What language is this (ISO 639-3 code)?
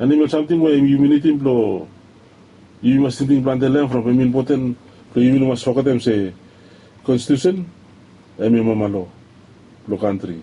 bis